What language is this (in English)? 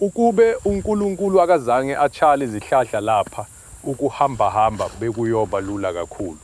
Zulu